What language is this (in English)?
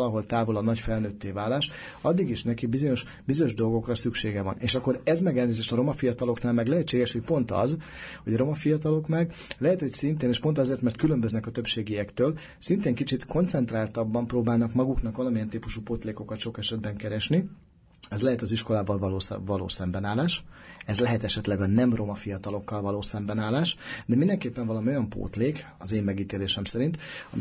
Hungarian